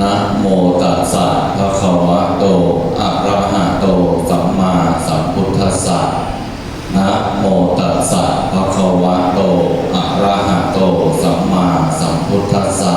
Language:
Pali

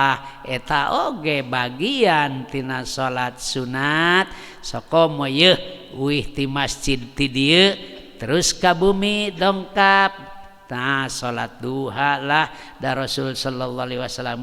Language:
Sundanese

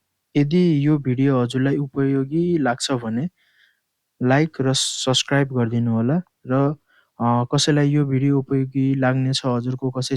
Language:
Nepali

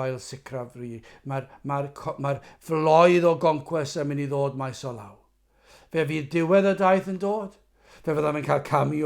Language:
Welsh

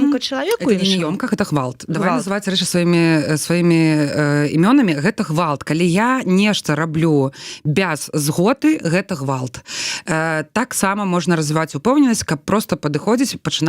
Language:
Belarusian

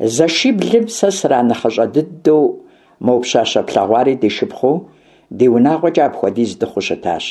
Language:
Kabardian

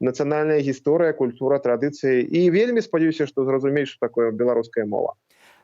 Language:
Belarusian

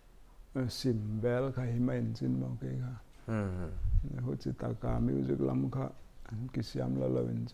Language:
Paite Chin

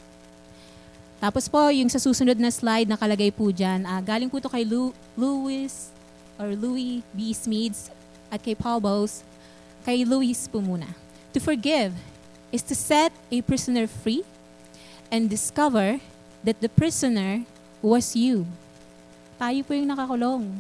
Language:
Filipino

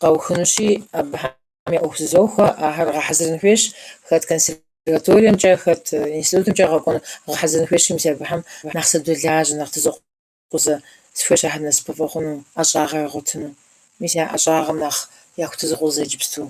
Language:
Kabardian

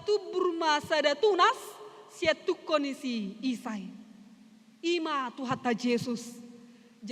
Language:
Batak Toba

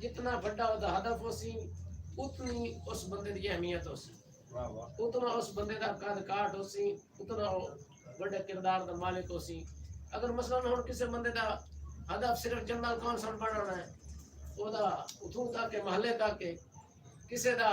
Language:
Saraiki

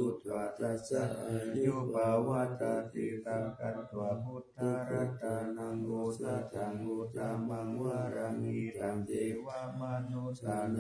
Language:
Pali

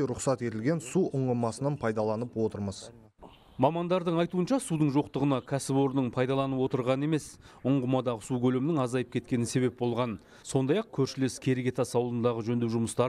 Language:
Kazakh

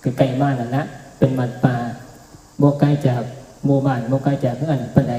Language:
Northeastern Thai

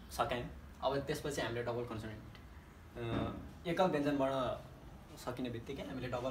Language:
Nepali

